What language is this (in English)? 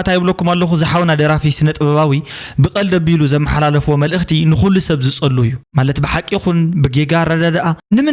Tigrinya